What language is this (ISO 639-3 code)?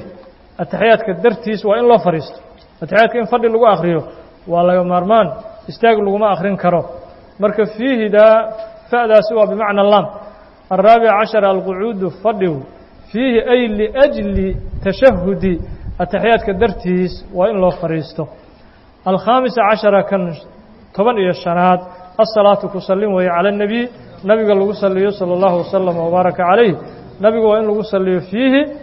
som